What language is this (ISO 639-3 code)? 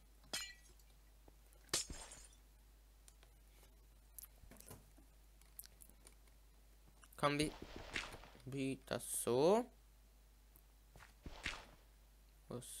swe